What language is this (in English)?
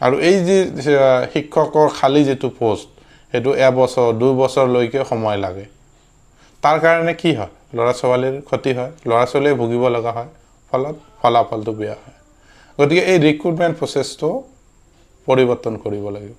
Assamese